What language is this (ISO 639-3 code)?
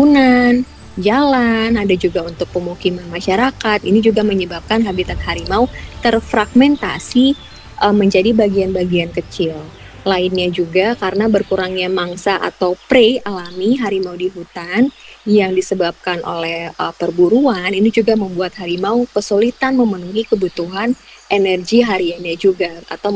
ind